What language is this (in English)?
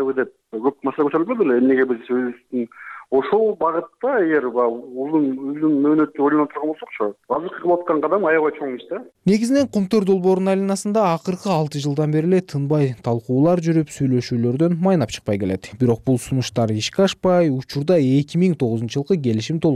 Kyrgyz